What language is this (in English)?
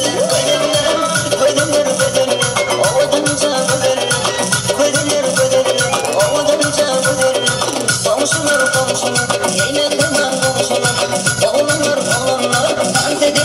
Turkmen